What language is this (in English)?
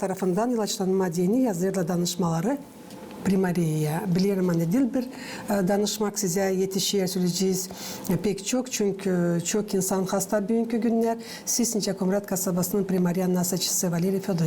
Gagauz